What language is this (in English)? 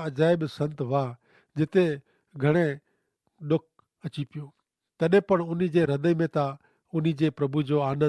Kachhi